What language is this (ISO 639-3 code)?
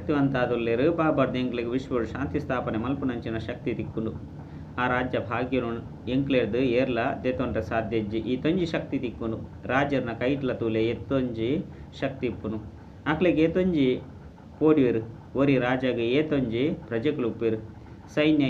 tcy